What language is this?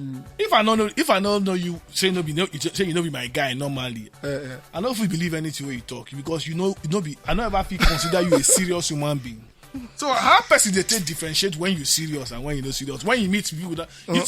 Nigerian Pidgin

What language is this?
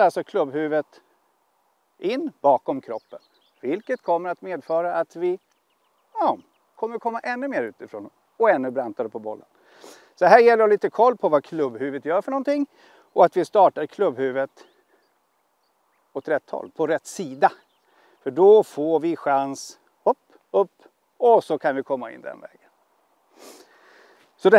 Swedish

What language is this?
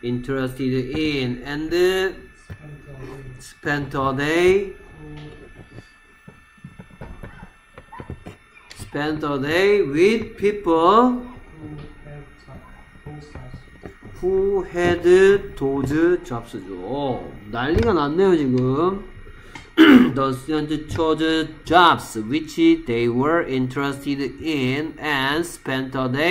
Korean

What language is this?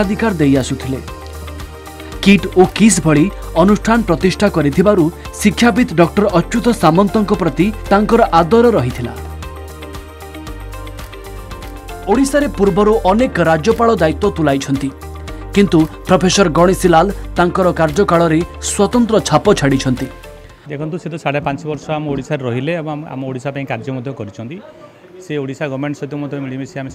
Odia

